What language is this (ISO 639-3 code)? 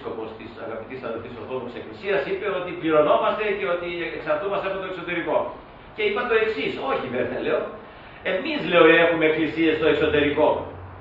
ell